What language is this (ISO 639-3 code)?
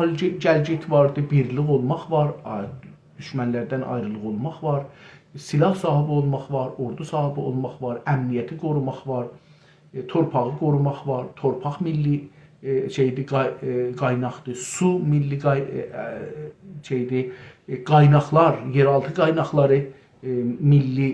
azb